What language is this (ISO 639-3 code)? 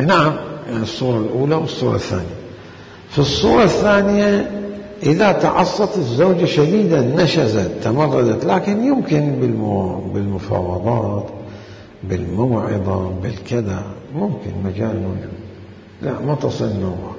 acm